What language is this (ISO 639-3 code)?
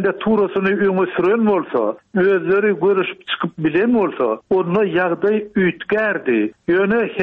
tuk